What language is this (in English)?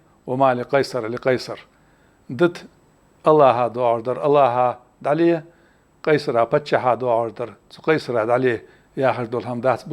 Ingush